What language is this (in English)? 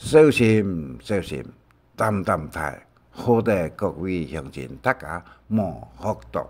Hakka Chinese